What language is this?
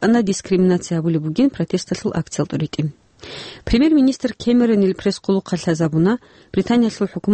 Avaric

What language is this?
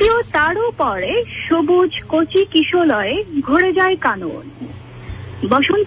Bangla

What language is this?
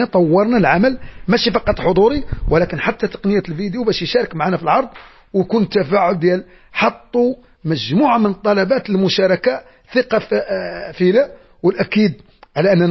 Moroccan Arabic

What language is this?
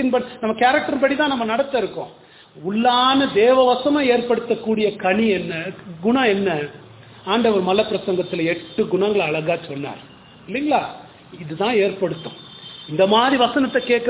Tamil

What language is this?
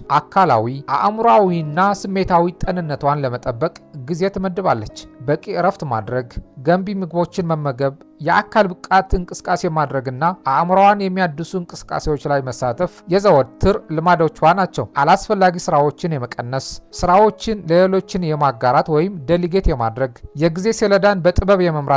Amharic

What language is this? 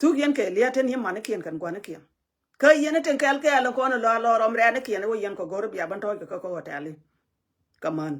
Nuer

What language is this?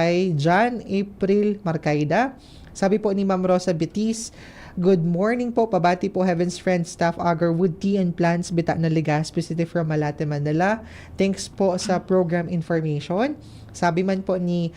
Bikol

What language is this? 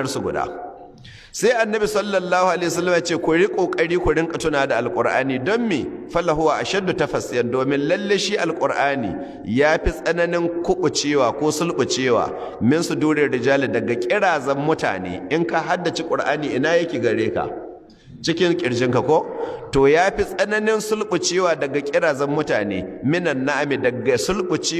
Hausa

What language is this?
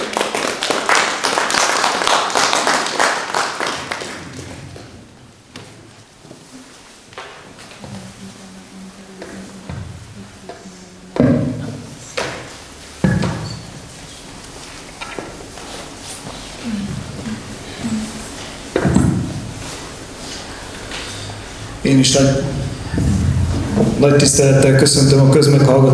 Hungarian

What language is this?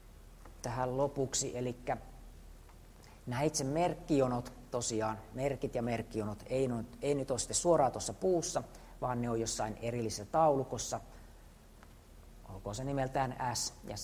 Finnish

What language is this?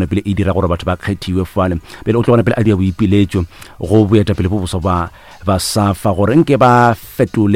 Northern Sotho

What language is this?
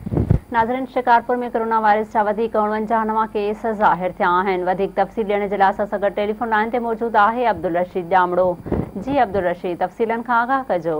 Sindhi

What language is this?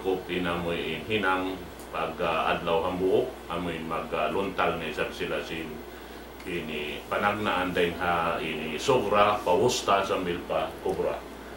Tausug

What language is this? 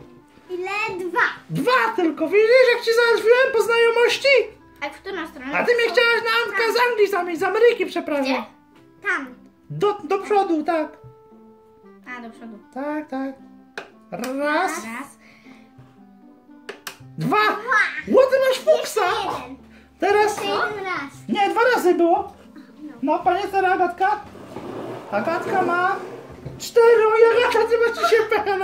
Polish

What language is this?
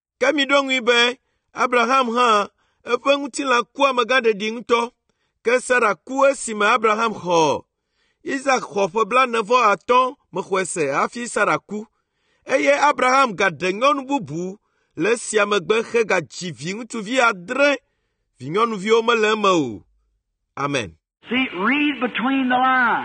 Ewe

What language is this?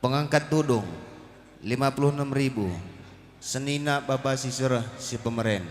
Batak Karo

